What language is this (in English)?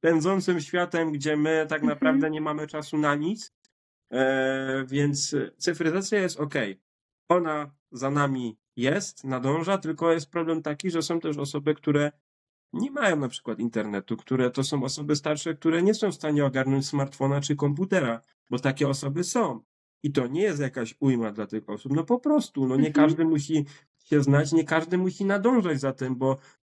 Polish